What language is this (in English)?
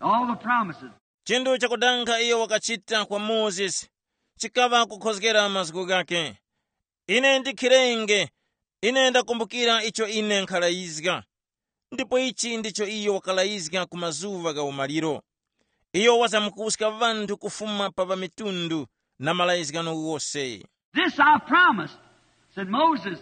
Tumbuka